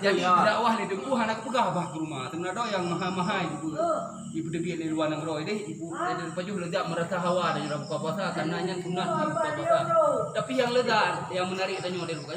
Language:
Achinese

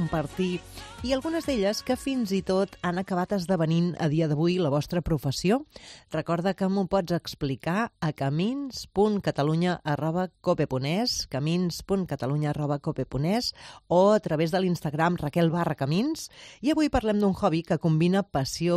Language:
Catalan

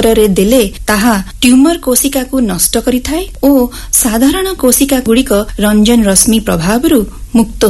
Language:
Odia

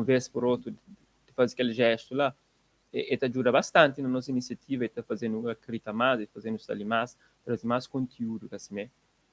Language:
Kabuverdianu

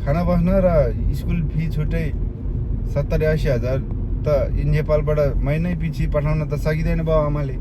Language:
Nepali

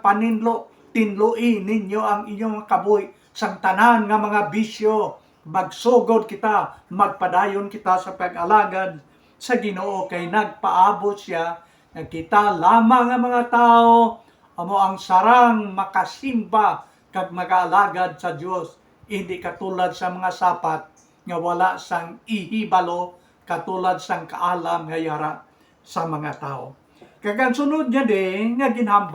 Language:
Hiligaynon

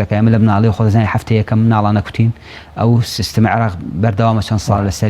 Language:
Central Kurdish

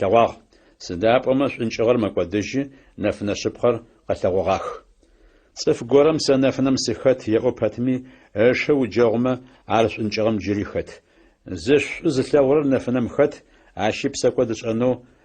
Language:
Adyghe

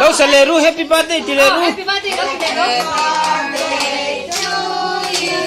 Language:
Mizo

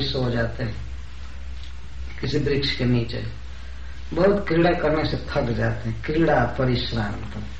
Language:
Hindi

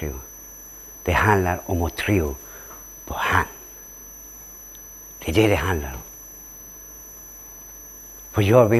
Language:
Swedish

